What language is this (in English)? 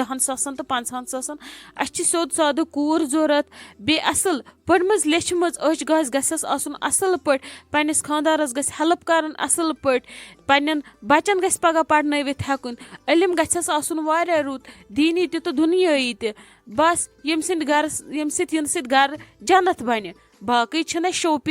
Kashmiri